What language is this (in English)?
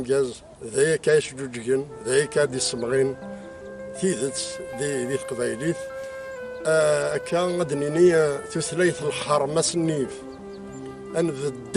Kabyle